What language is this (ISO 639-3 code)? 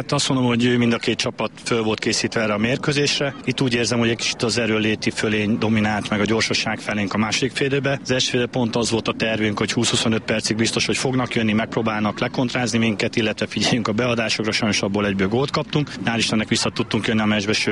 hun